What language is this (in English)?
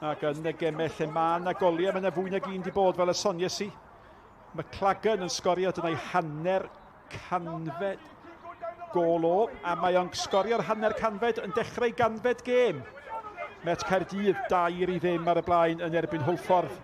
Welsh